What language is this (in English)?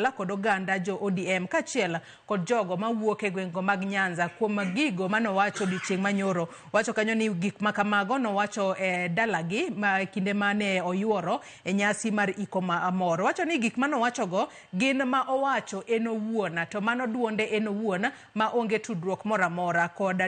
Luo (Kenya and Tanzania)